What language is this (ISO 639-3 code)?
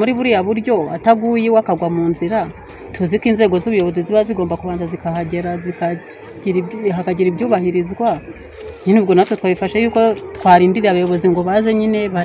kin